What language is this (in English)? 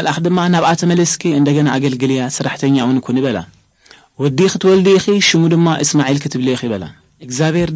Tigrinya